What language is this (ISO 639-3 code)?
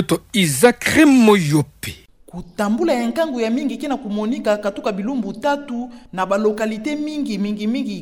ktu